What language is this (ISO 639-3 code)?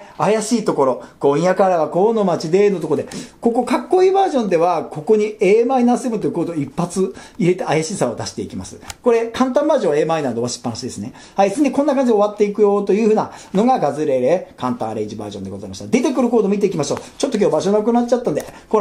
jpn